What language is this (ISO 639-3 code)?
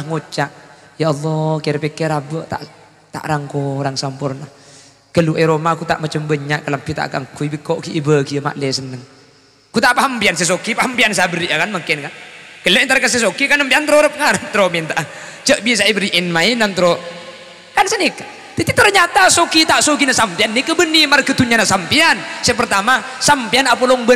mad